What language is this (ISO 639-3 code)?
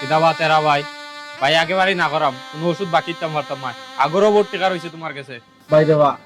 syl